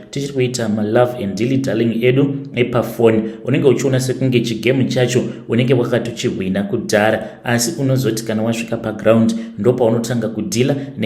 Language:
Shona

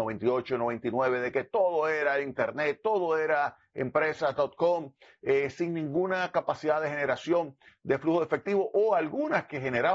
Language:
Spanish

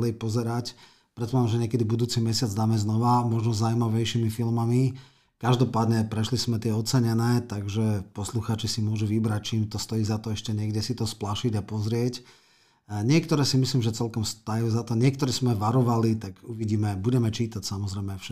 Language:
Slovak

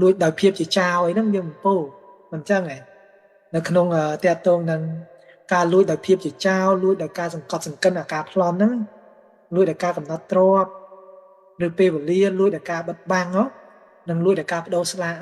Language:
Khmer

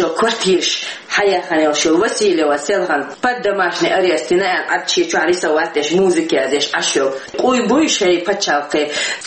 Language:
Chechen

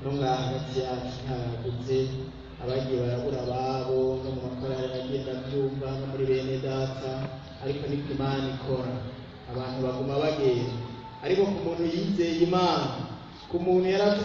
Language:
Rundi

